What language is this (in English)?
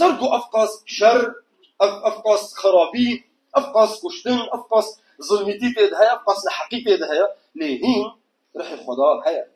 Kurdish